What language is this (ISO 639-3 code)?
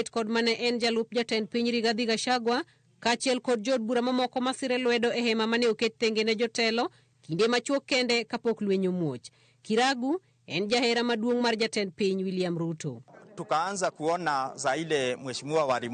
luo